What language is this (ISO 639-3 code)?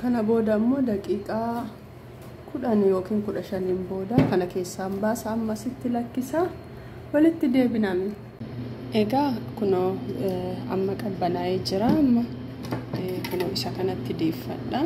orm